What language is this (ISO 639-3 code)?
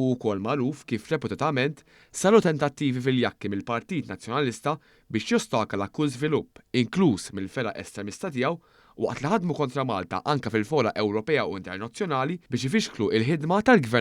mlt